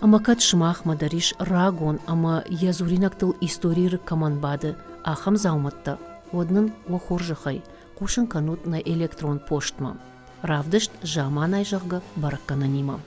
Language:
Ossetic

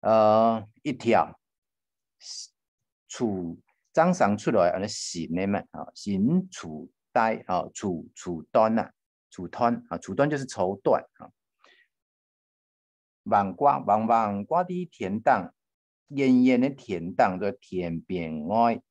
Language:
Hakka Chinese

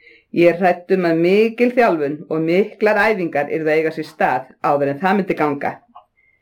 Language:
Icelandic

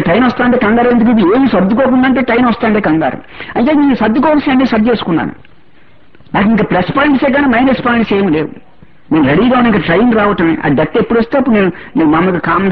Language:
Telugu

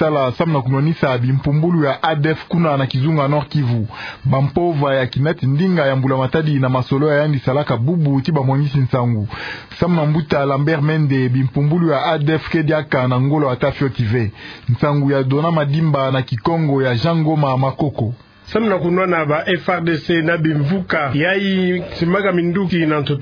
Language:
Kituba (Democratic Republic of Congo)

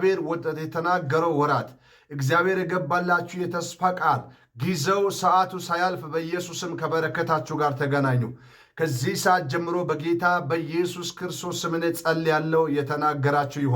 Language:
Amharic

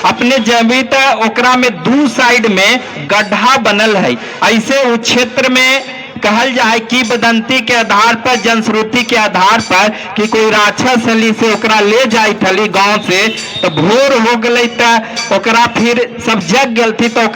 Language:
Magahi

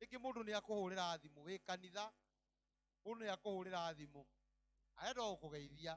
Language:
Kikuyu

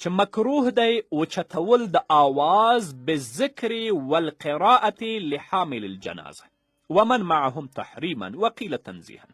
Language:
Pashto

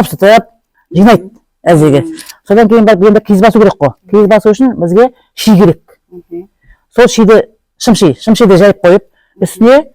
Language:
Kazakh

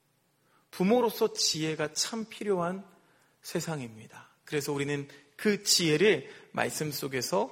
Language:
Korean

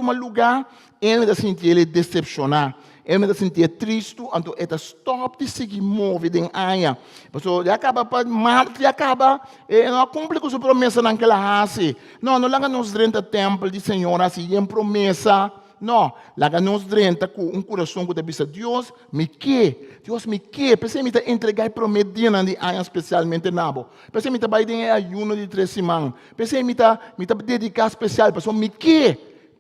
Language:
Papiamento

